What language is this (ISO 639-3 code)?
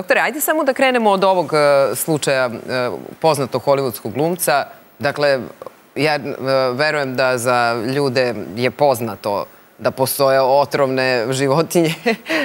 srp